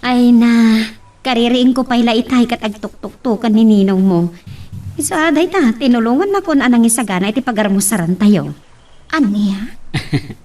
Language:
Iloko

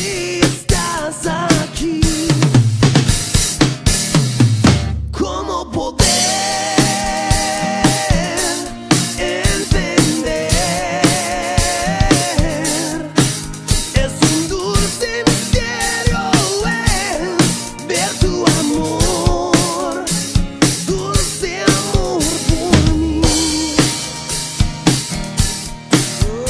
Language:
Spanish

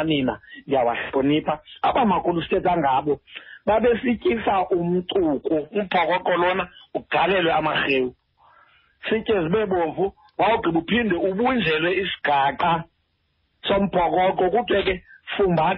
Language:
Xhosa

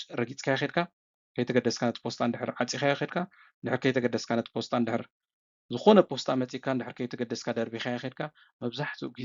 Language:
Tigrinya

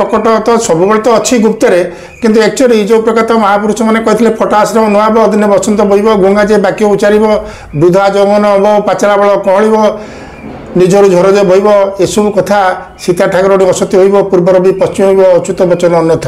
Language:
Odia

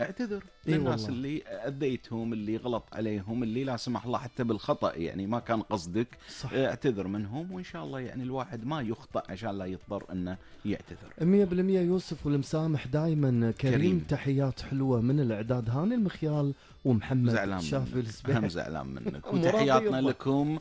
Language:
Gulf Arabic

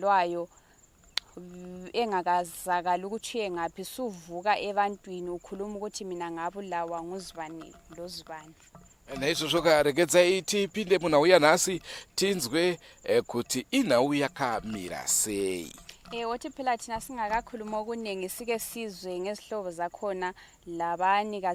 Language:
Shona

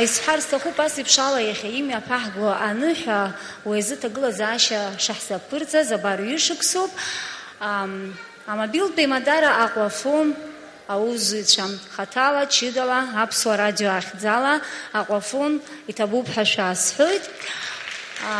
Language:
Abkhazian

